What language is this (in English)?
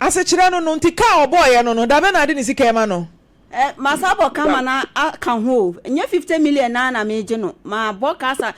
Akan